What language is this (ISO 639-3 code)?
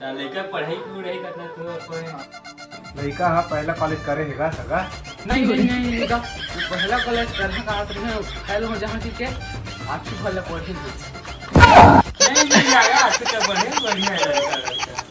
hne